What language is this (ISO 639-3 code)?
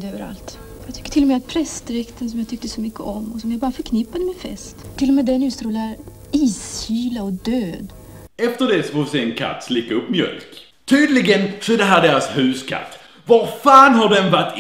swe